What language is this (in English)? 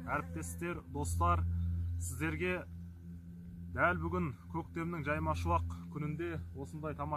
Kazakh